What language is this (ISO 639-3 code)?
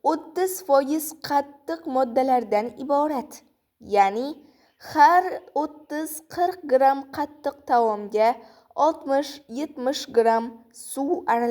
uzb